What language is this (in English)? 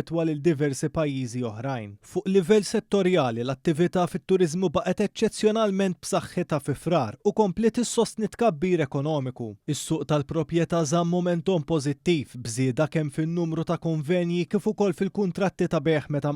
Maltese